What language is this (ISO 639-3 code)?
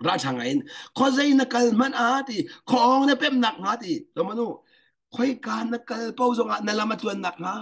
cnh